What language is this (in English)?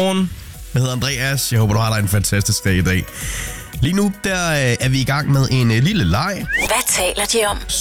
Danish